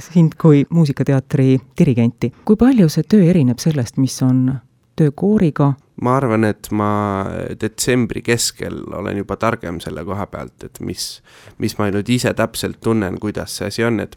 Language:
Estonian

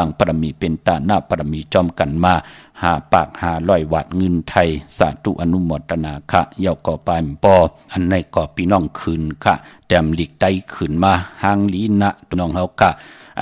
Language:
Shan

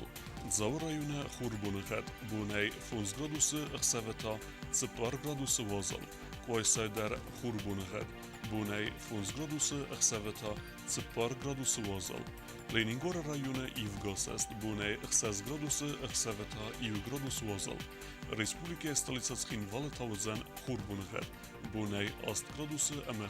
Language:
Ossetic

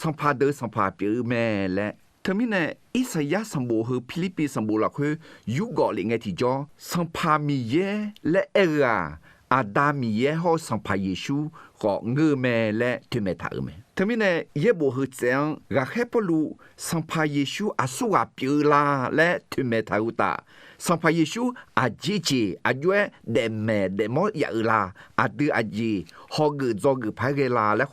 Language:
Akha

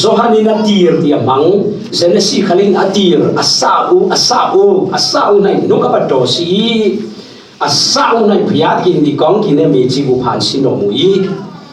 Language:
Falam Chin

